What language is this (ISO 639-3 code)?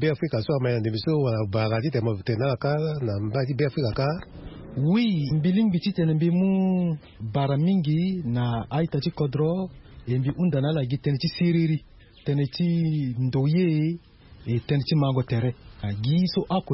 sag